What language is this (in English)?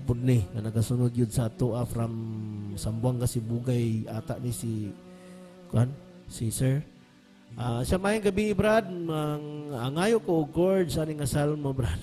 Cebuano